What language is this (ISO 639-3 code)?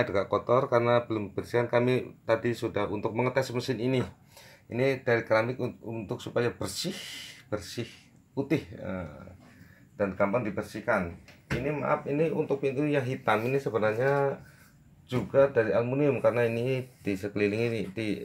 ind